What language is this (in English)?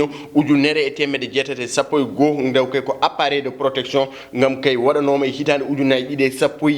Fula